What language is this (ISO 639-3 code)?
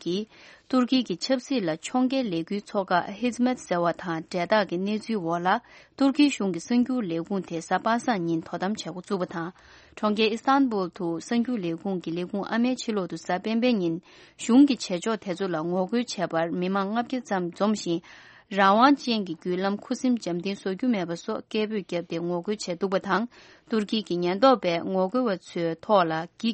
bod